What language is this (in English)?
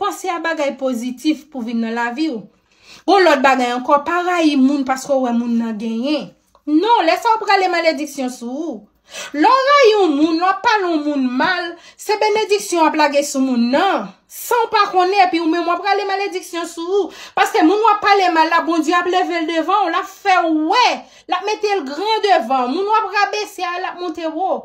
Haitian Creole